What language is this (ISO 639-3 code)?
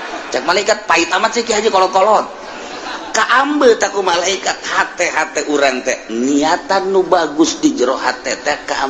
sun